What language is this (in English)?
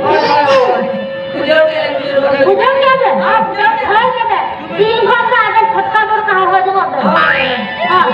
Santali